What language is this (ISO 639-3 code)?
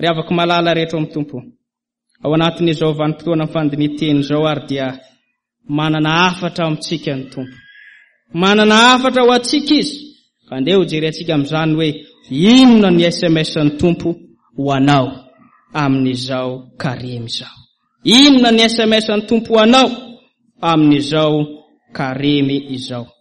mlg